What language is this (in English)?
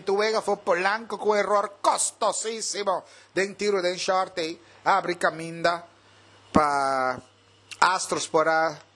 Papiamento